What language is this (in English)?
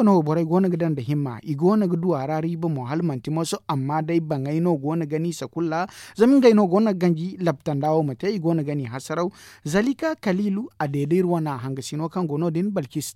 Zarma